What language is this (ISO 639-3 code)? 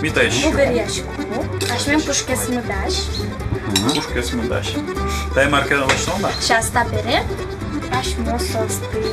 udm